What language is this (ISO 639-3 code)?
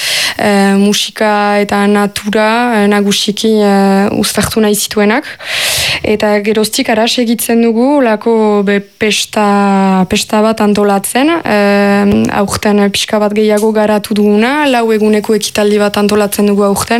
eus